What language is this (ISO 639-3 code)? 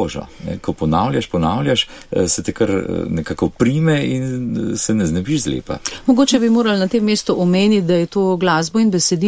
slv